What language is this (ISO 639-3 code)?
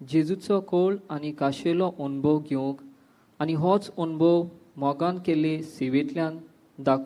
kok